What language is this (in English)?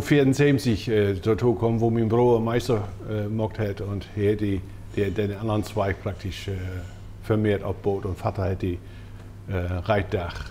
Low German